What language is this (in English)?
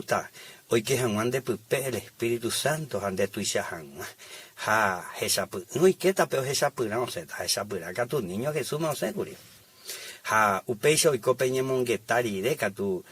Guarani